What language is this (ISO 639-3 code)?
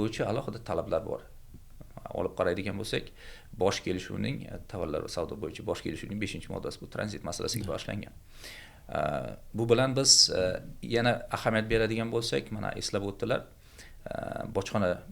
uzb